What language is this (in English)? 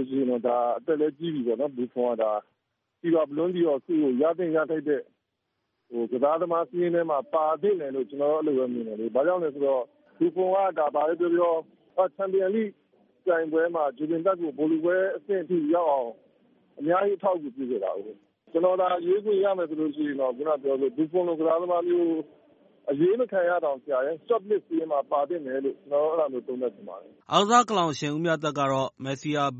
Burmese